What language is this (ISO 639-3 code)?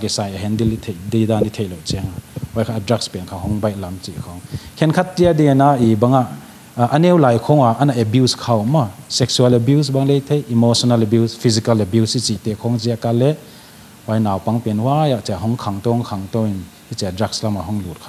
pck